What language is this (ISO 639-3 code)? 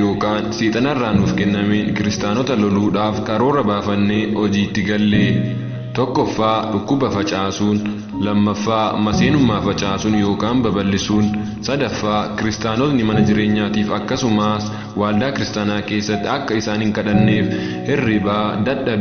orm